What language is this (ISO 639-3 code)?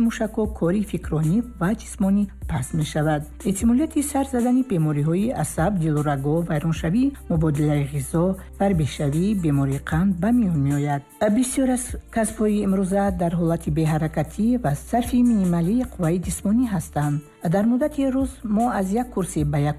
tgk